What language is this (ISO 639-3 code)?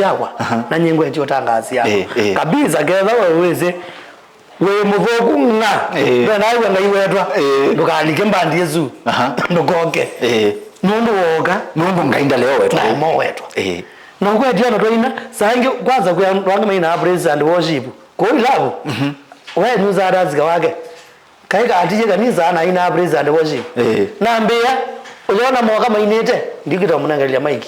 kam